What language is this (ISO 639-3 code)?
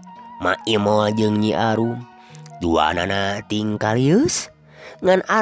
sun